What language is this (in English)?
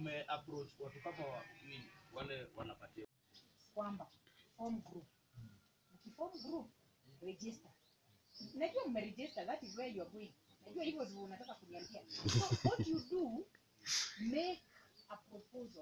Swahili